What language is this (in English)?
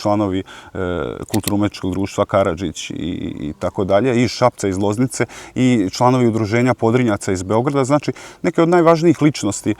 Serbian